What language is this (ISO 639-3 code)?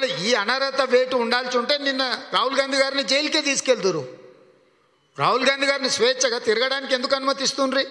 tel